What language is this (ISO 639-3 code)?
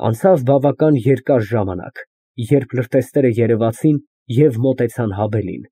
hye